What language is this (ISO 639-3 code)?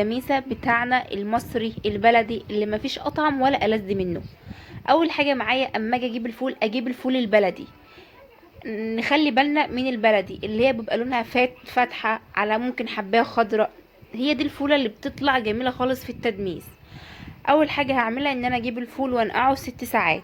arz